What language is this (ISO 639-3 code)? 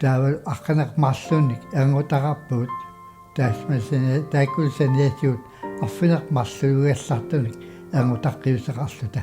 kal